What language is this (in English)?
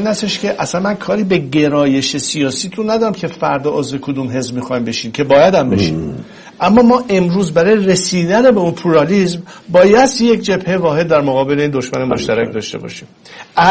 Persian